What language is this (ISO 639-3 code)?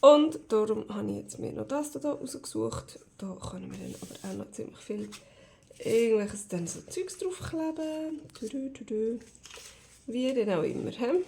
gsw